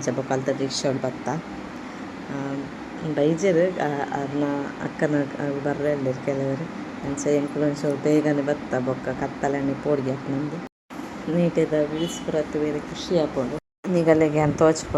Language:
Tulu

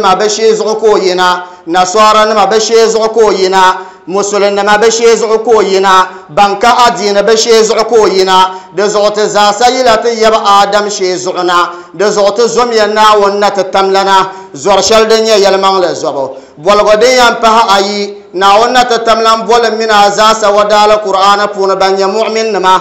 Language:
Dagbani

